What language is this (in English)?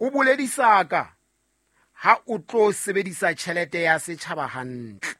Southern Sotho